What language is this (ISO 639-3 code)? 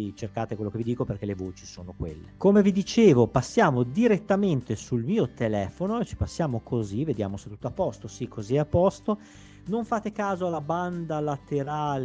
ita